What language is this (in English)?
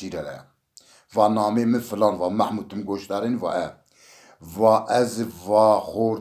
Zaza